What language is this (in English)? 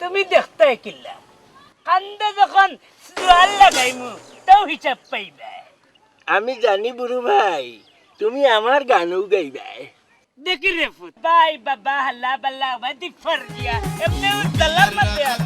Sylheti